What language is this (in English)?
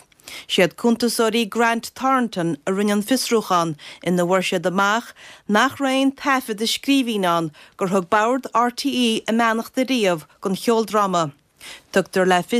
Irish